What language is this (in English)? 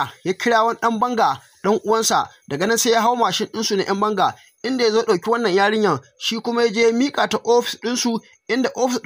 Hausa